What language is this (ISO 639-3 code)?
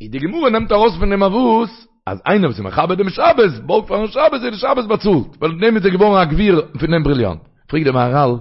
yid